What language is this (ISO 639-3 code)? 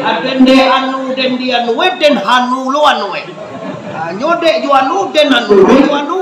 min